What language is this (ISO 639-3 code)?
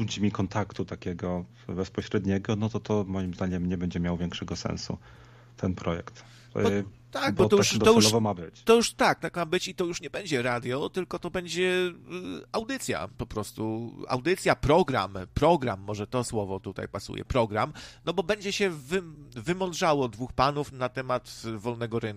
pol